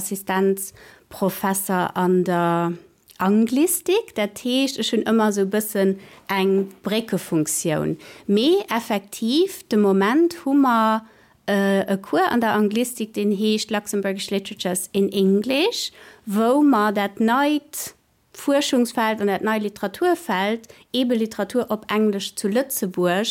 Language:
Luxembourgish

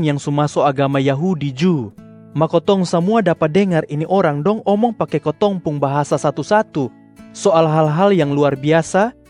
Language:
Kupang Malay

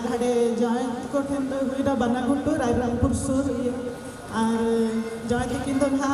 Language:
Santali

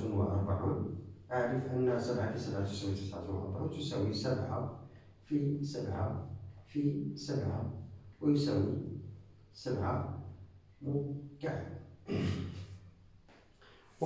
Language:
Arabic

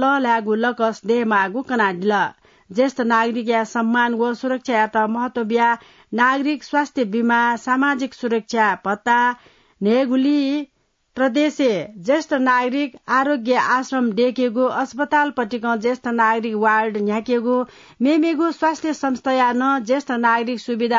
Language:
Newari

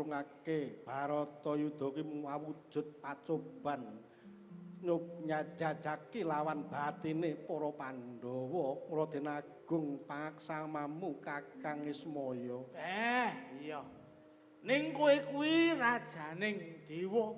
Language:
Javanese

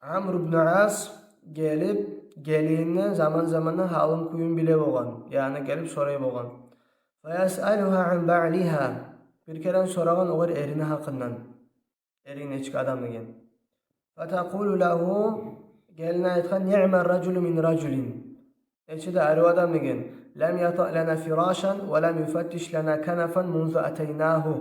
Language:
Kumyk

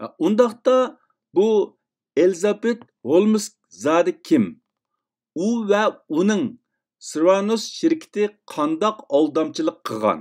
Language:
Uyghur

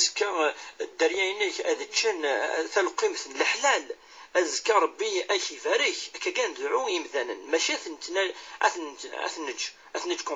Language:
Kabyle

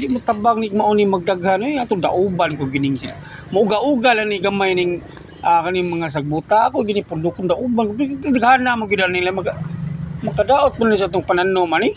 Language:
Cebuano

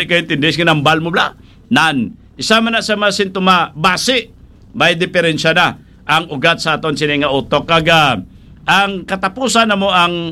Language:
Hiligaynon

